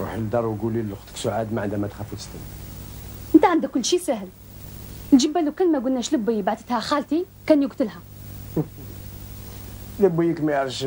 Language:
Algerian Arabic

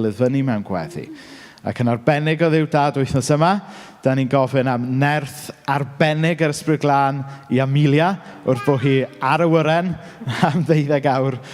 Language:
Welsh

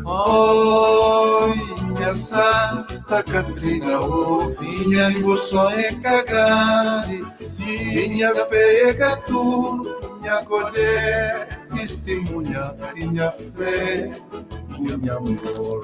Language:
Kabuverdianu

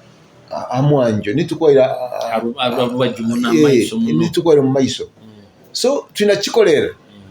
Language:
Nyoro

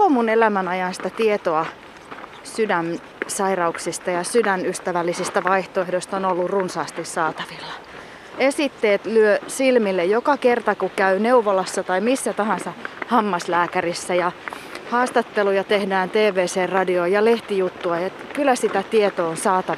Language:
Finnish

